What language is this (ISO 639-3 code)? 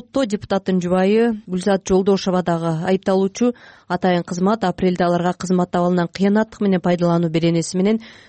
kir